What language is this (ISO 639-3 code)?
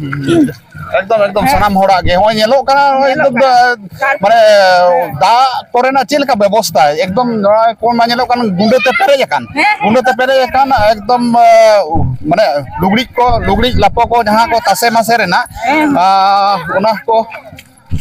sat